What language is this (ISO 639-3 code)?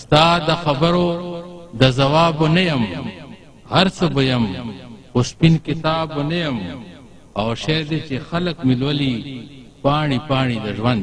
pus